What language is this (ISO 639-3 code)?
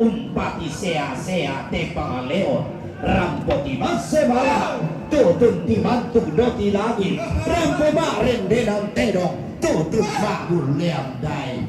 sda